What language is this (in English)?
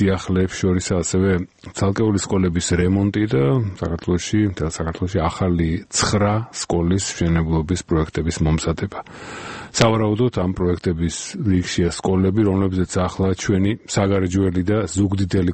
Georgian